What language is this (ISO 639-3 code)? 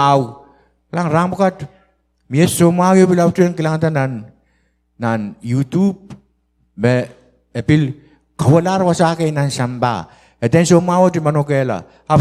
pon